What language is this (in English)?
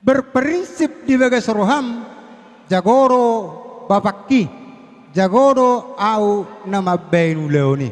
Batak Toba